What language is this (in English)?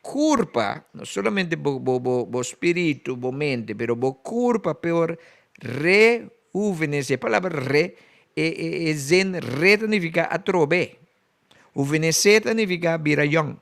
Papiamento